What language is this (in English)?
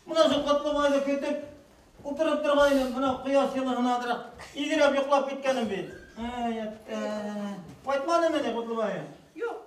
Bashkir